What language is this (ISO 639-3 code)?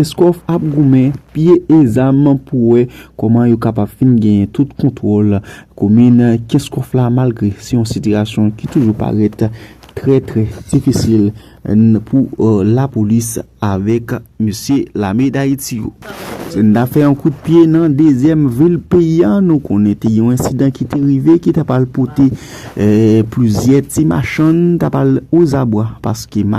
hat